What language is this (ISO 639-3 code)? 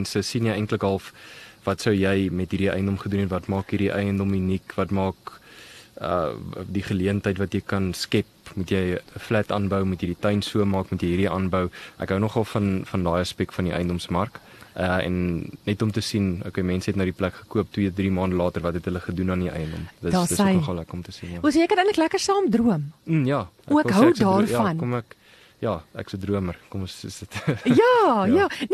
afr